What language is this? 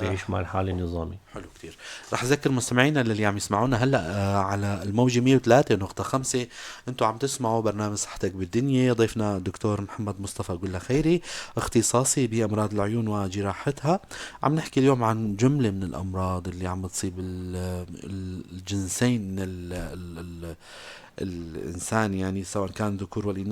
North Levantine Arabic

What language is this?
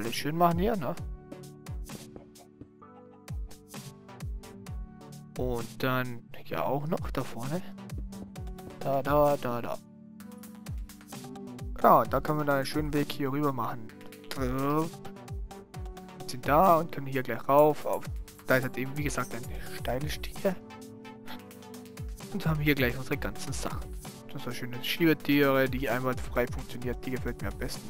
German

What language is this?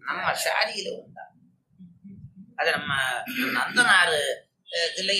Tamil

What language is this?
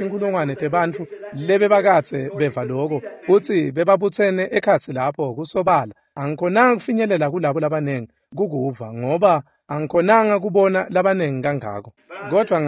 Swati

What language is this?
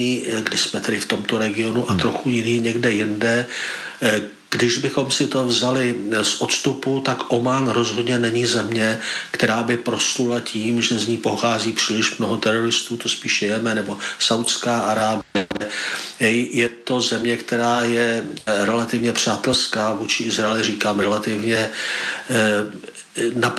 Czech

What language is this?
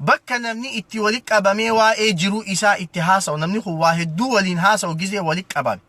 Oromo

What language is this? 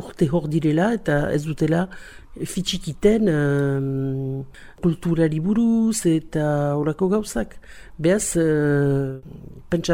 Basque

